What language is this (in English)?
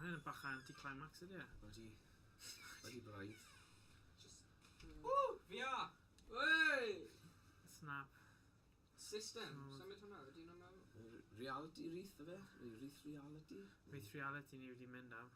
Welsh